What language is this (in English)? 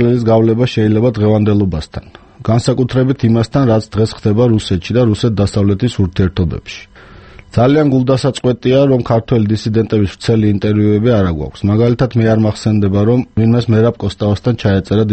Georgian